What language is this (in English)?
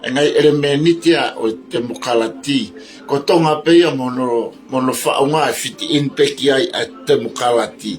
Tongan